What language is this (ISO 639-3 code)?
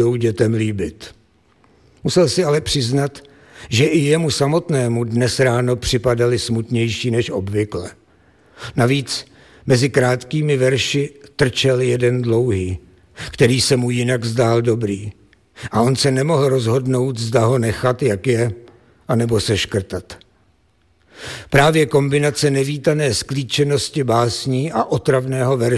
ces